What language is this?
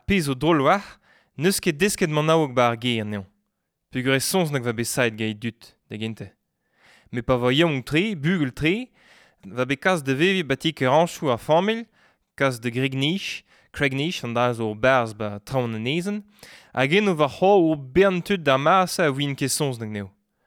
Breton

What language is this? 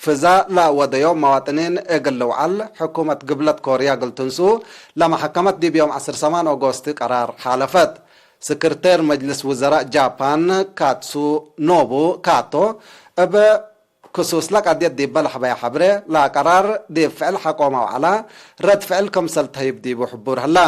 Tigre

